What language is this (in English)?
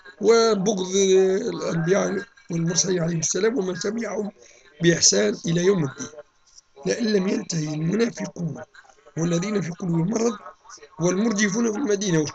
Arabic